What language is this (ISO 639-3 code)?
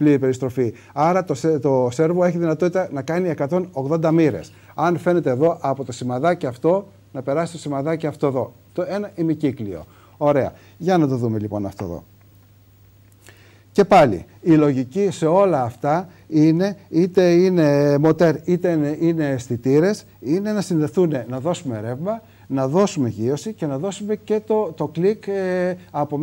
ell